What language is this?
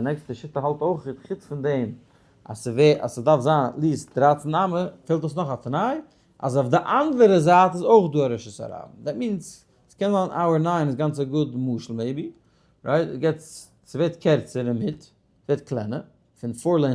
Yiddish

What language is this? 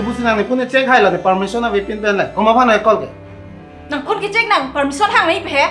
Karbi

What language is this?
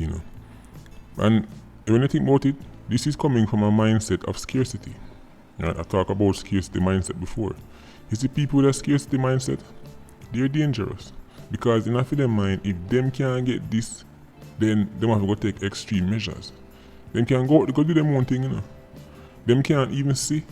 Jamaican Creole English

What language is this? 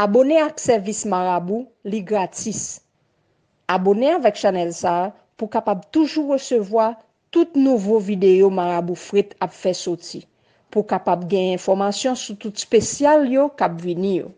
Haitian Creole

